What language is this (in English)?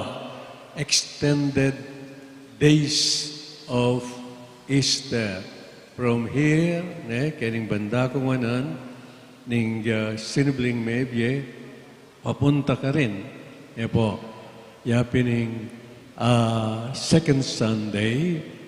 Pampanga